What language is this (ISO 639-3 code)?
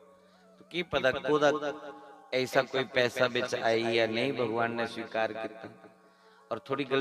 doi